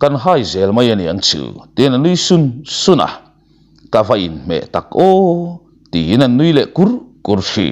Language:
Mizo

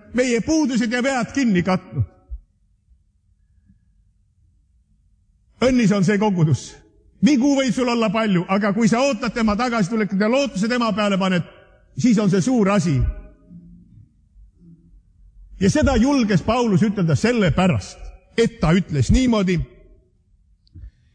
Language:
Estonian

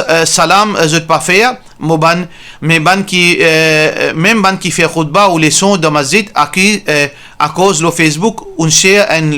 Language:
Morisyen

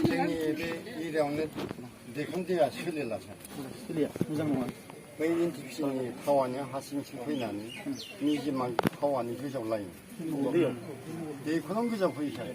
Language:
Bodo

